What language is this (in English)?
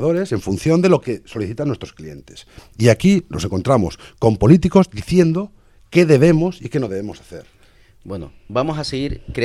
Spanish